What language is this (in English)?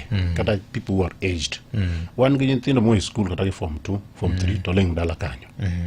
Luo (Kenya and Tanzania)